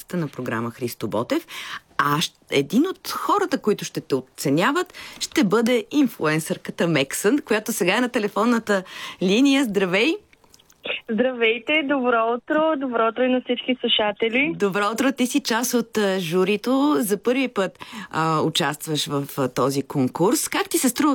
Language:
Bulgarian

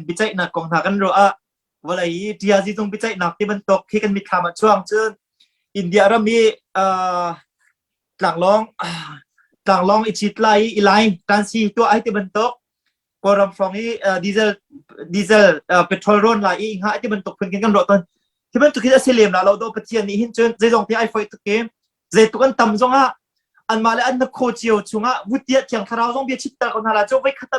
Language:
Hakha Chin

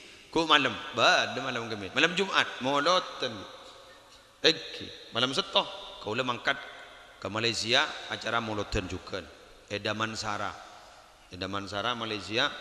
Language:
Madurese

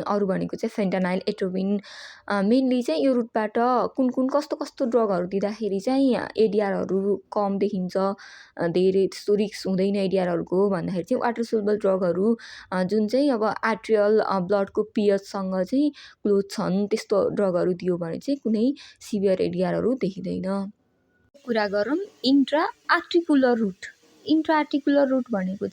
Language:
Nepali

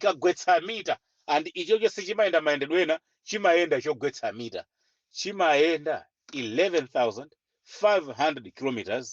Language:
Nyanja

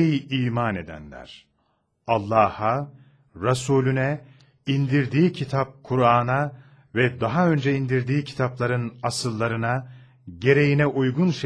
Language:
Turkish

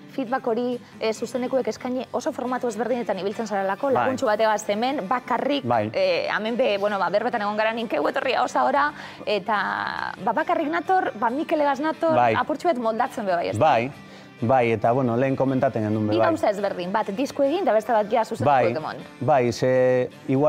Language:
Basque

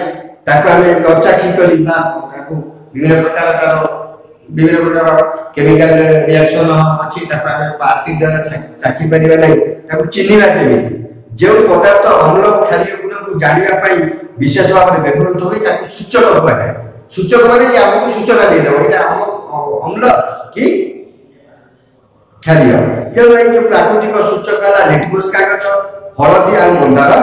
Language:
Odia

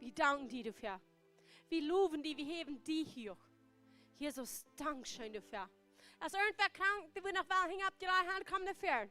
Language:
Plautdietsch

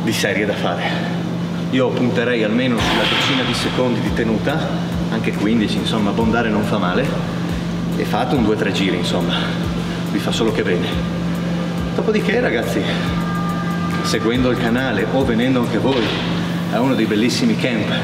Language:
Italian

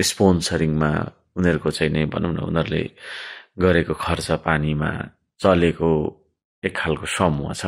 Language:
Nepali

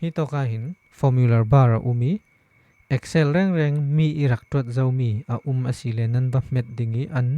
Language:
Falam Chin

